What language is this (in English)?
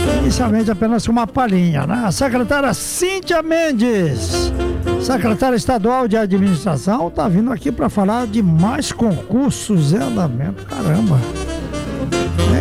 Portuguese